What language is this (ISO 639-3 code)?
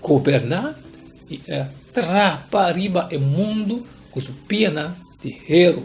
pap